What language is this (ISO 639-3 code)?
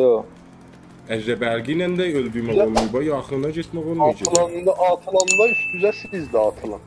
azb